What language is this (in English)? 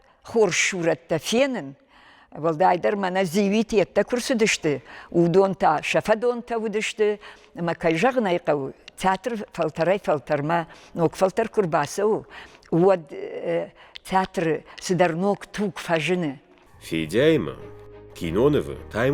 Ossetic